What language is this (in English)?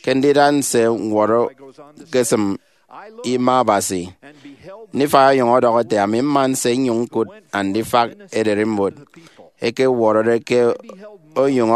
Efik